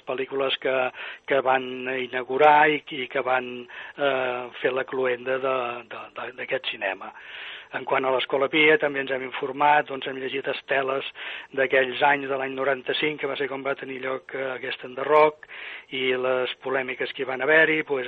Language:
Catalan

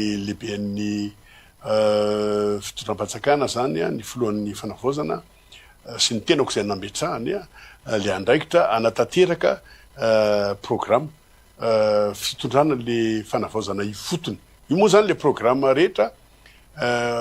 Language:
Malagasy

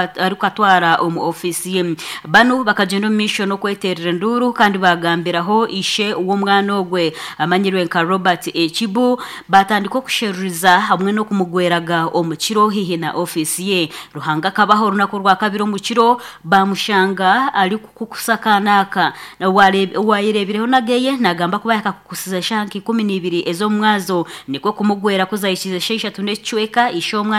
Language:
Nyankole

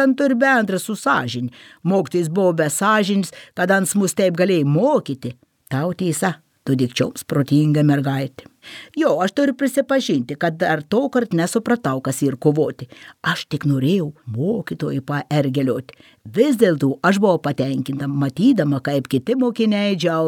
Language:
Lithuanian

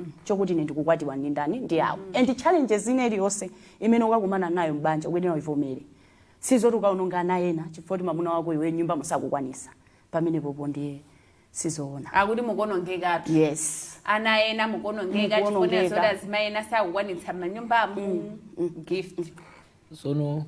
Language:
Nyanja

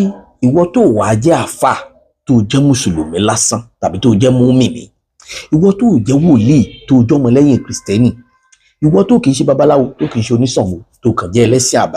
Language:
Yoruba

